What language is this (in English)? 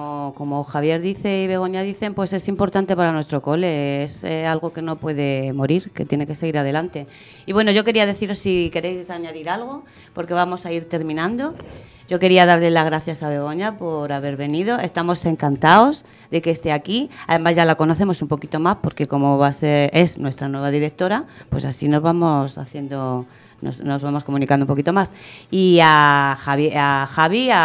Spanish